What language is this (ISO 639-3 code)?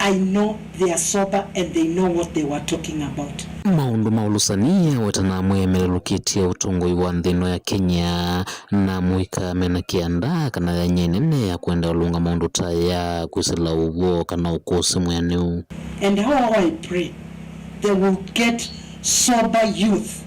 kam